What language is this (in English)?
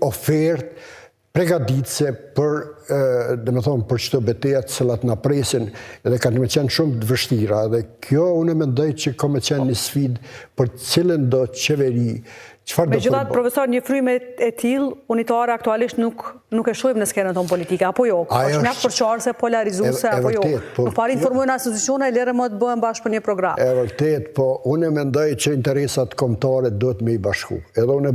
Albanian